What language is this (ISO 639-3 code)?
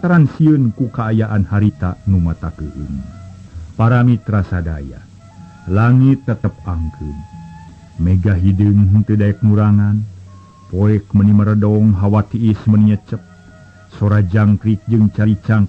sun